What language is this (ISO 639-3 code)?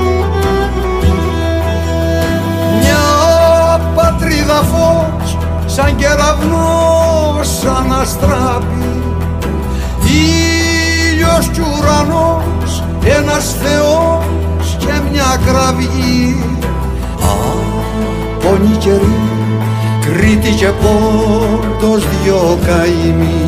ell